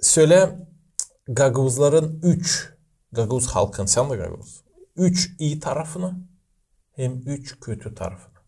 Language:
Gagauz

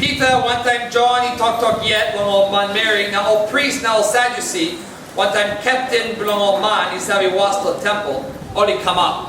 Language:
Tok Pisin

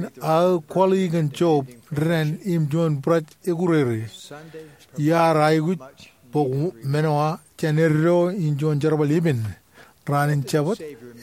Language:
Marshallese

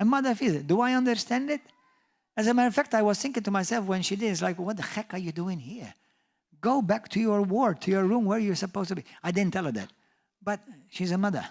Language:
English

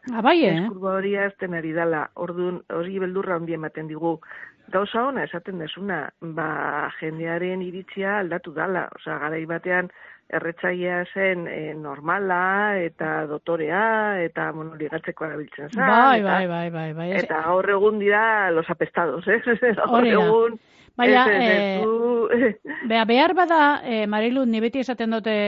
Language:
Basque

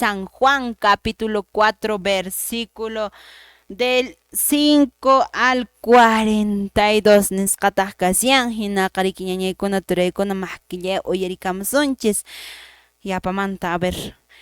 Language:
Quechua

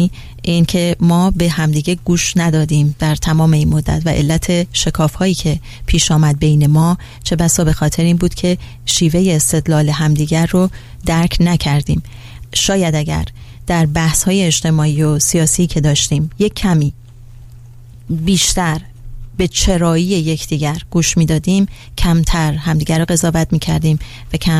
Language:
Persian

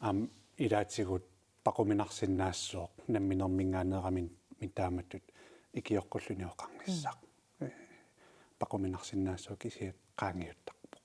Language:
Kalaallisut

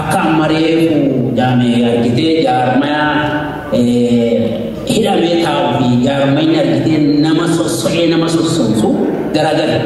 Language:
Oromo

